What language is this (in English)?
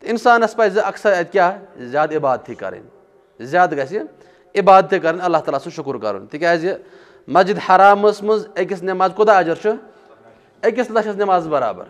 Kashmiri